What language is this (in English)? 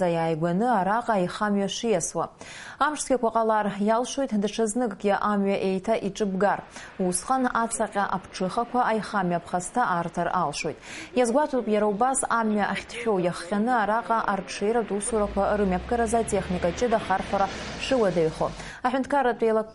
Abkhazian